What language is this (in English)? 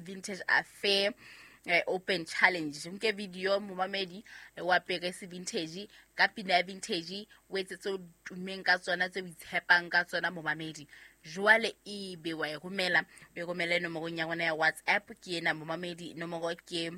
Southern Sotho